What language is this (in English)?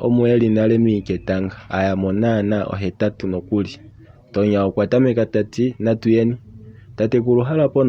Kuanyama